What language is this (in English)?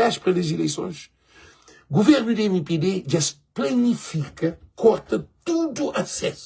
Kabuverdianu